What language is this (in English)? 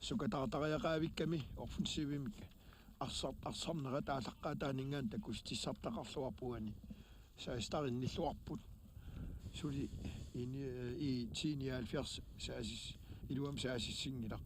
Kalaallisut